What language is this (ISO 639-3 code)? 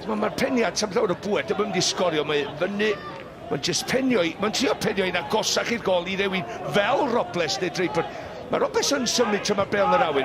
cym